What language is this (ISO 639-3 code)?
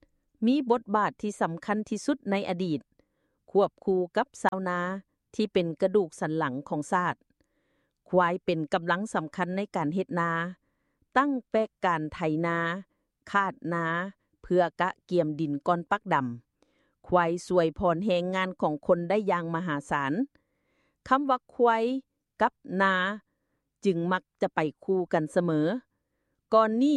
lao